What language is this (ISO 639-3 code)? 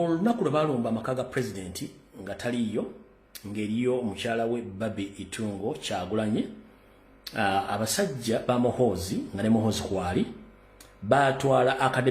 lug